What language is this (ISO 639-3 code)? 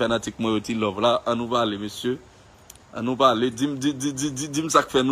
hat